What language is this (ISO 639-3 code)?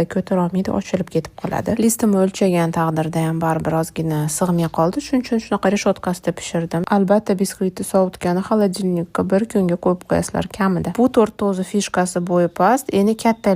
uzb